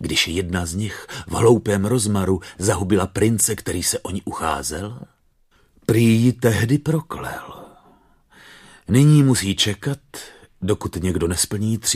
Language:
Czech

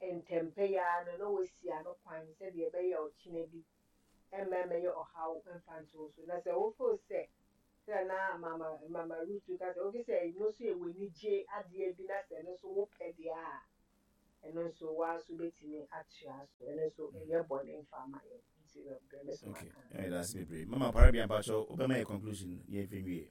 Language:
Akan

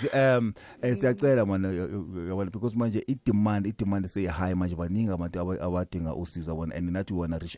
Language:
South Ndebele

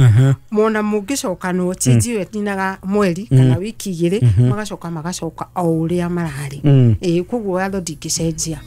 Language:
Kikuyu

